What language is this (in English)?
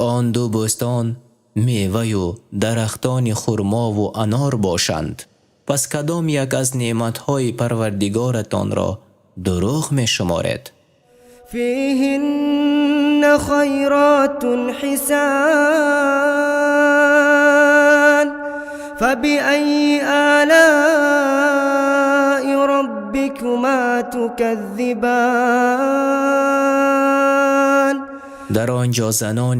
Tajik